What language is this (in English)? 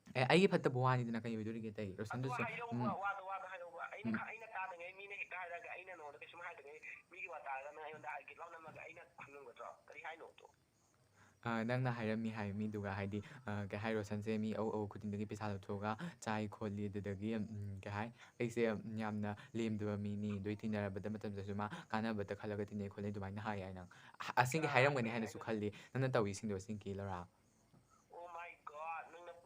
Manipuri